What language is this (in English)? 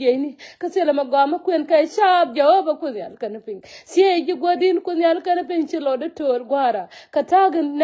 Nuer